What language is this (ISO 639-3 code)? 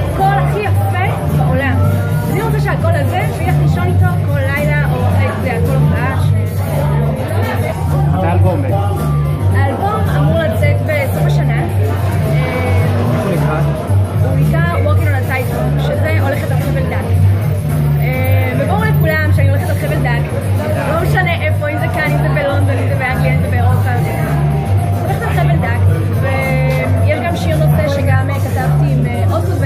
heb